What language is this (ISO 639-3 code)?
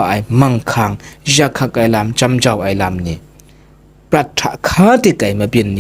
kac